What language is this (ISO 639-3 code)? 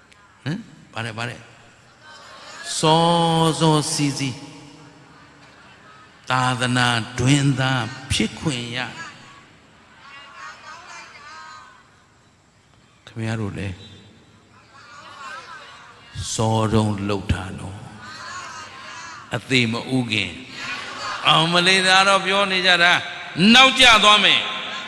mya